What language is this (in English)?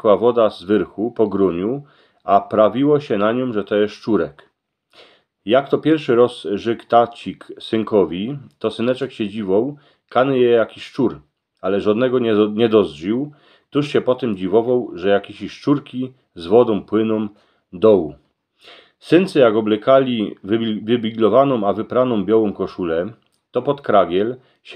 Silesian